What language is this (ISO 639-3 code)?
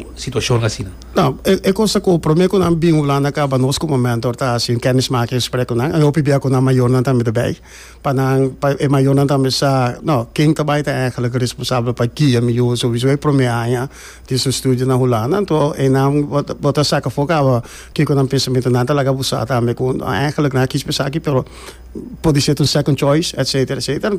pap